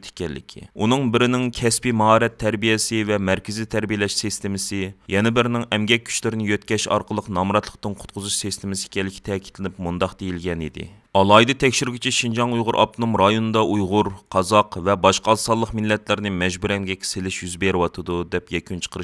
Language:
Uyghur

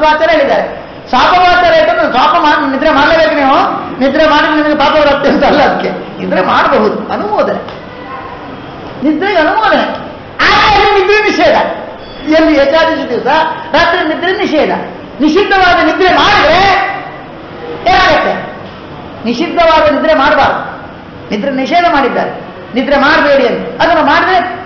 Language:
Kannada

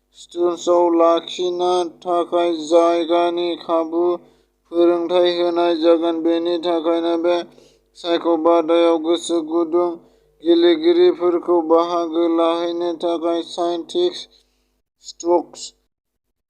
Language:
Bodo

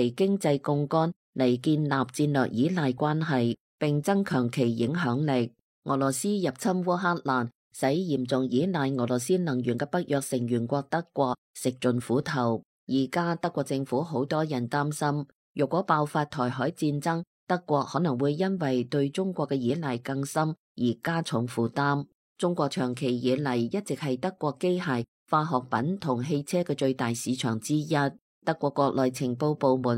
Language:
Cantonese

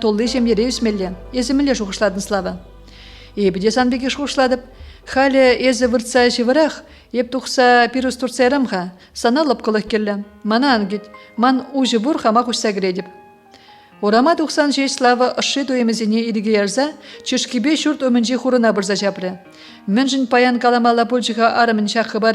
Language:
Chuvash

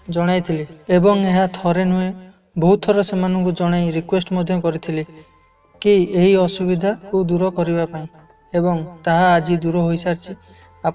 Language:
Odia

